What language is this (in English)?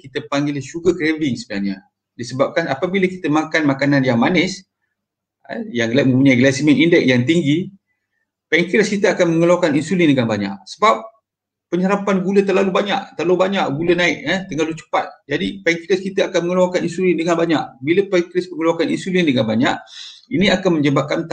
Malay